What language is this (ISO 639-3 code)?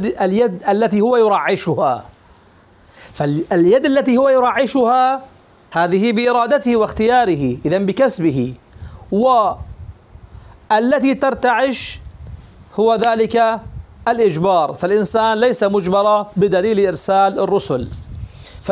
ara